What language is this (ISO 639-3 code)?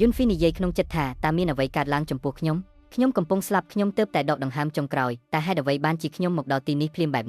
khm